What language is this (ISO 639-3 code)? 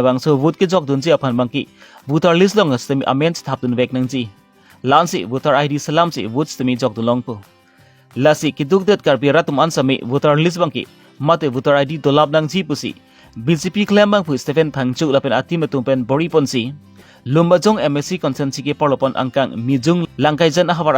mjw